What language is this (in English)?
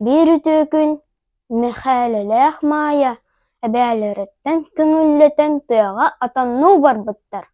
Yakut